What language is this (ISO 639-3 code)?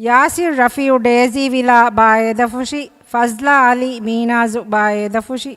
div